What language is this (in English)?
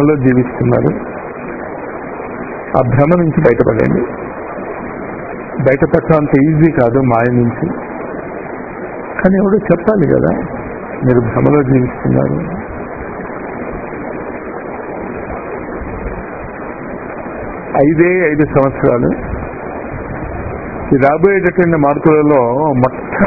Telugu